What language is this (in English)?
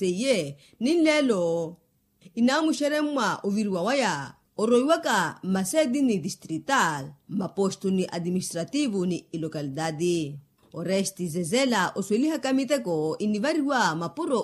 Makhuwa